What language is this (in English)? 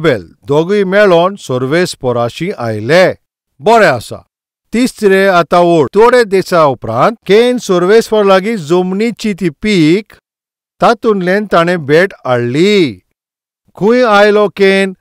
Konkani